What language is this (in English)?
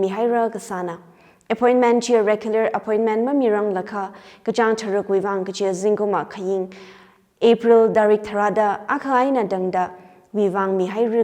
Tangkhul Naga (India)